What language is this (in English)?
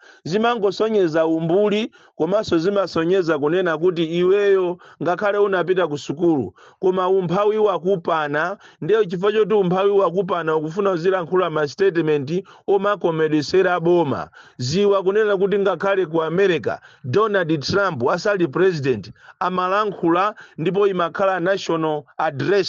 Nyanja